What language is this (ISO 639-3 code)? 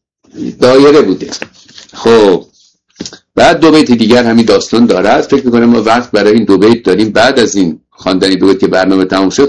fas